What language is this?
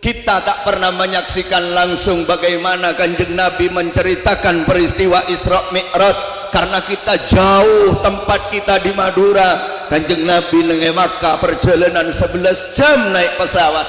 Madurese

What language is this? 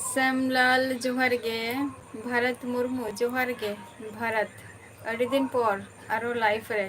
Santali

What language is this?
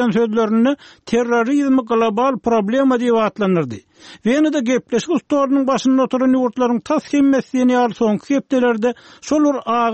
Turkmen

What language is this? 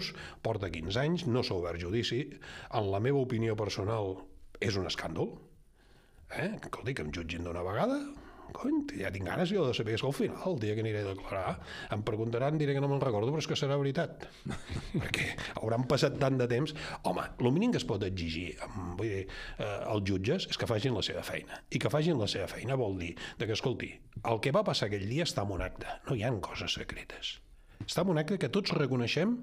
Catalan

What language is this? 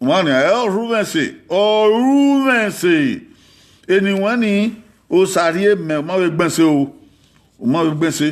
Bini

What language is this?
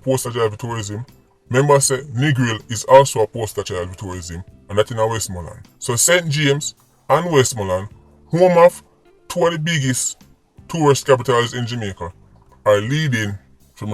Jamaican Creole English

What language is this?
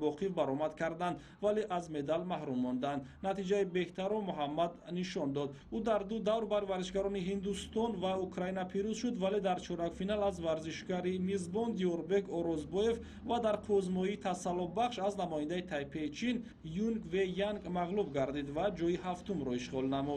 Tajik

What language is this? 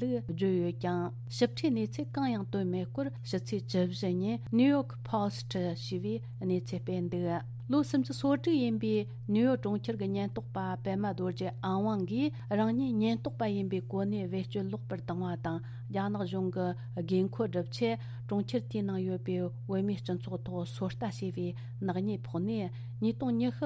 Tibetan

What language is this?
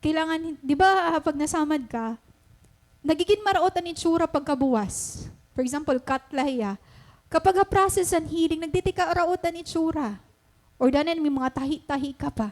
Waray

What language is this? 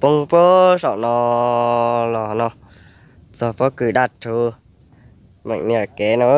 Hmong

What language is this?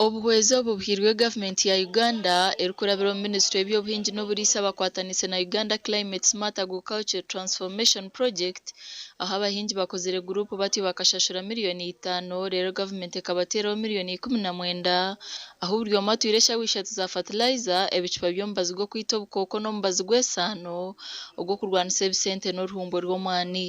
Nyankole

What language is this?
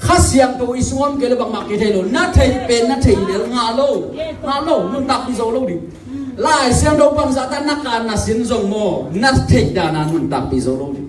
Tedim Chin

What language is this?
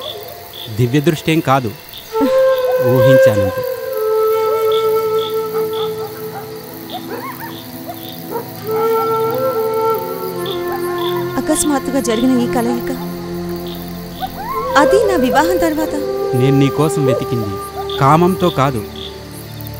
Telugu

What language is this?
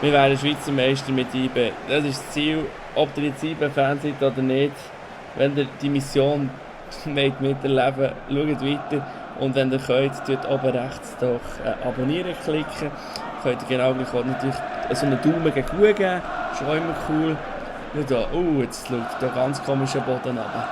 Swiss German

